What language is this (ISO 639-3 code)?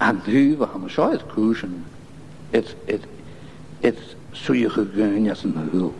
gla